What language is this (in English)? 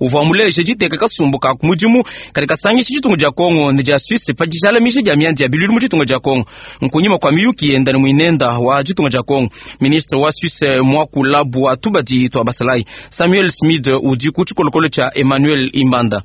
Luba-Lulua